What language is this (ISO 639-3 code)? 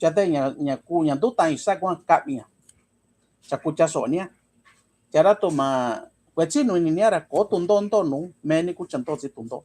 mix